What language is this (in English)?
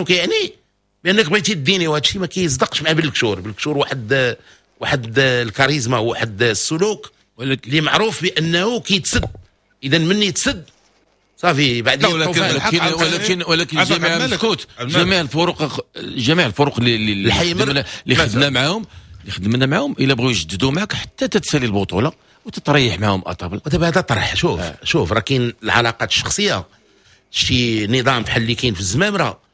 Moroccan Arabic